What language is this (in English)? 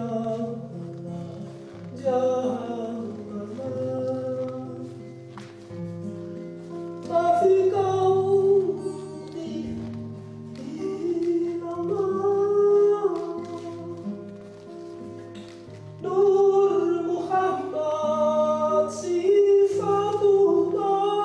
Dutch